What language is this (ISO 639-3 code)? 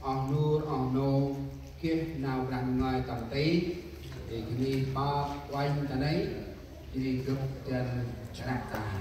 cmo